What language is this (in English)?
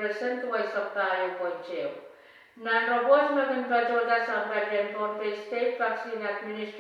Pohnpeian